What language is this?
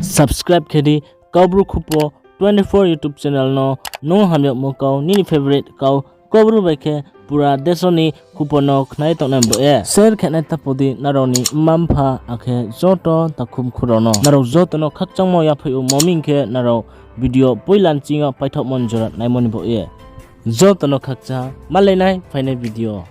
Riang (India)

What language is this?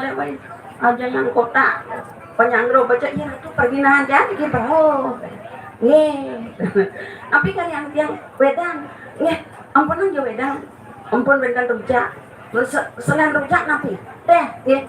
Balinese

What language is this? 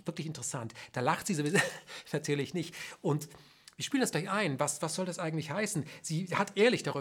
German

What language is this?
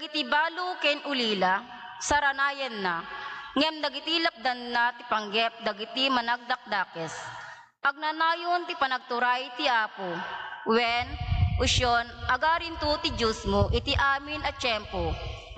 Iloko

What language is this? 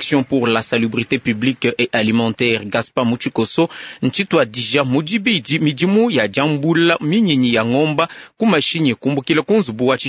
Luba-Lulua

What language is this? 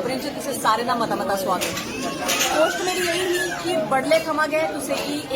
Dogri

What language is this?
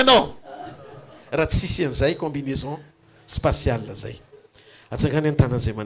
Malagasy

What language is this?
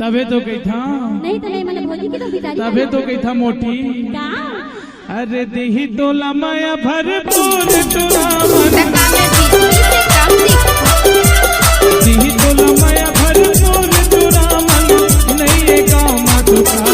Chhattisgarhi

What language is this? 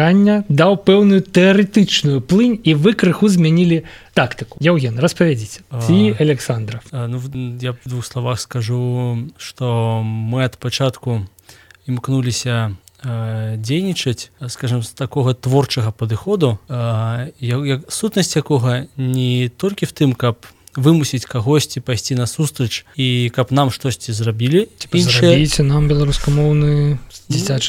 Belarusian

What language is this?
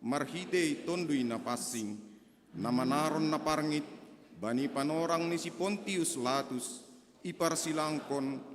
Batak Simalungun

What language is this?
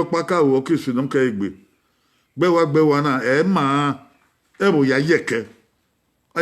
Bini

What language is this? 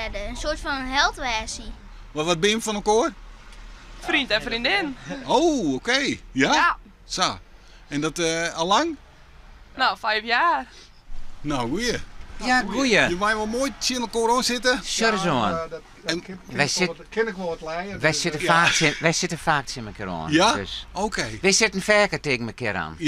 Western Frisian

